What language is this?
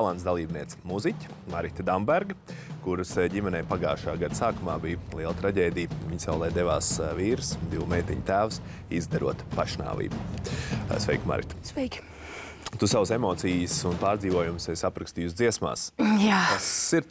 Latvian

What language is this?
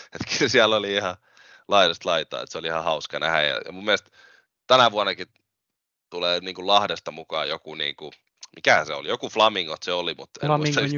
Finnish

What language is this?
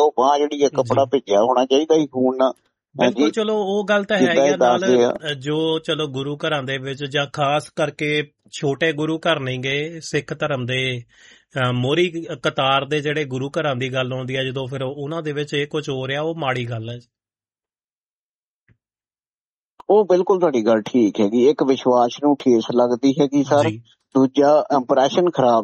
Punjabi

